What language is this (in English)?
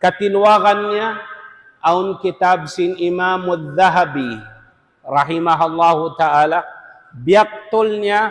Tausug